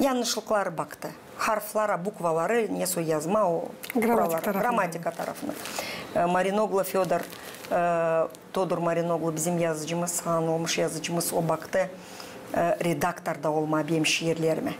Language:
Gagauz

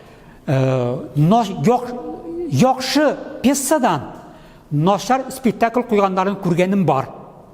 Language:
Tatar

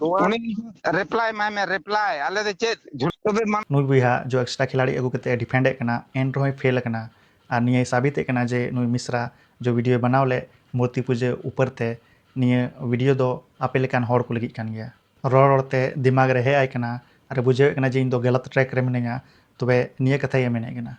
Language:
Santali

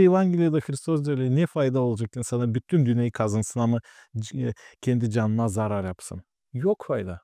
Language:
Gagauz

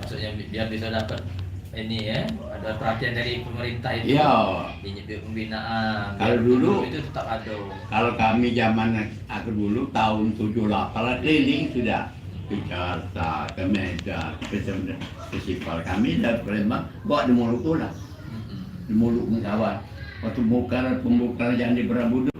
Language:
Musi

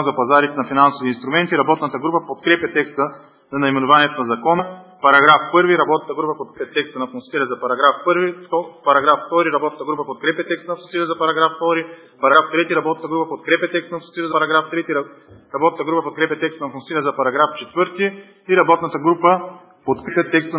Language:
Bulgarian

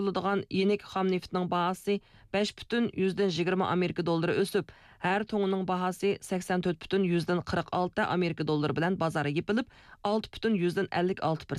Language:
Uyghur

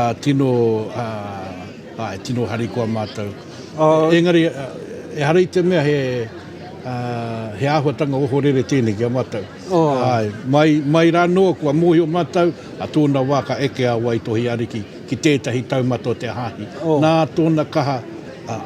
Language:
Māori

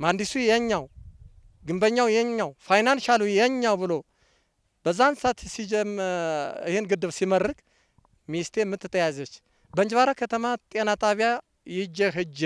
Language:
Amharic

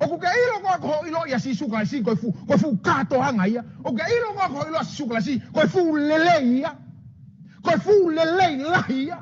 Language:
Tongan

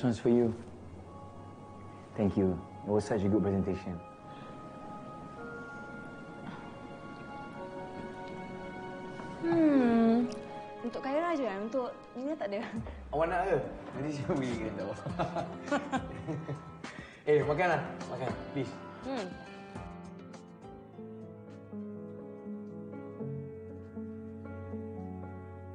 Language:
Malay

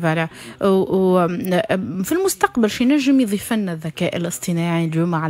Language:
Tunisian Arabic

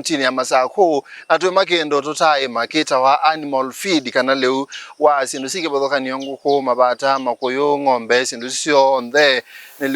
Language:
Kamba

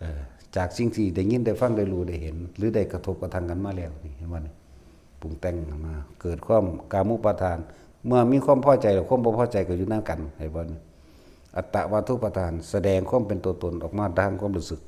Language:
Northeastern Thai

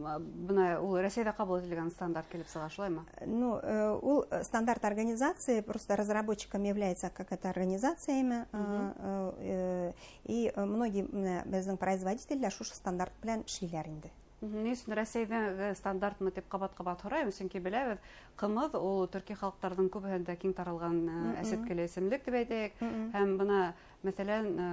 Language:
Bashkir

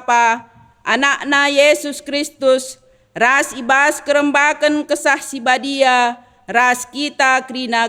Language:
Batak Karo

